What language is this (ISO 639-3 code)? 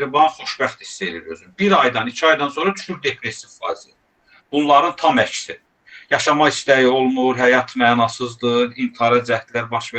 aze